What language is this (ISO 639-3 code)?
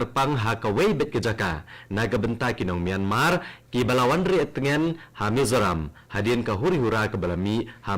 kha